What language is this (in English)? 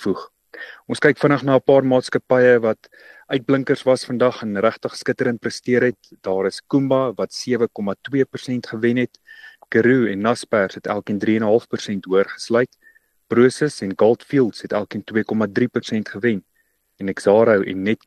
Afrikaans